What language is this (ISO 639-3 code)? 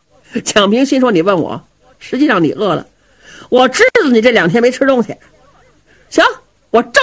zho